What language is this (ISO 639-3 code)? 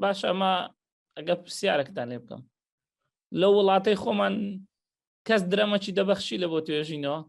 ckb